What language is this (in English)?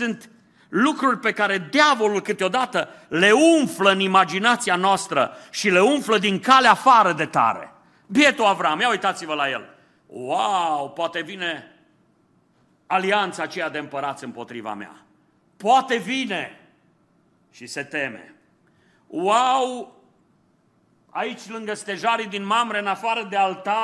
Romanian